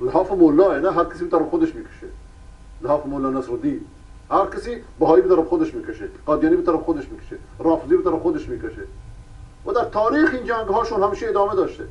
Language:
Persian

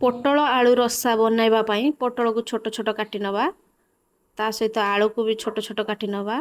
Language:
Odia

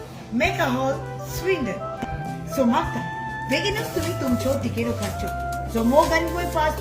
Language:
Konkani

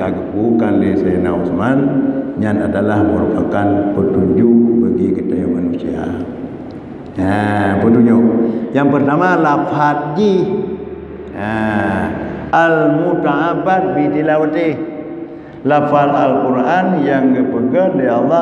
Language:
Achinese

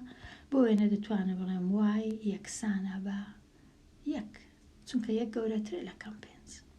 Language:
Central Kurdish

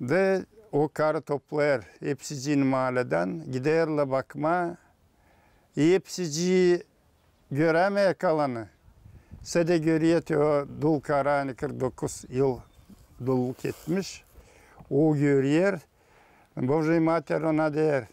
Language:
Gagauz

